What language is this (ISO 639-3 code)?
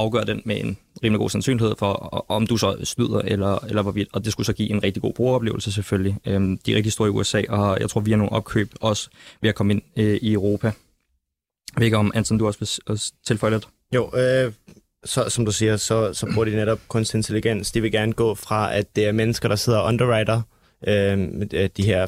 dan